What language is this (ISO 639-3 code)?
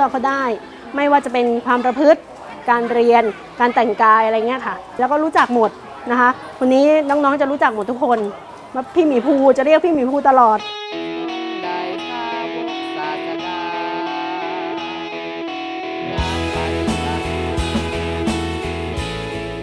tha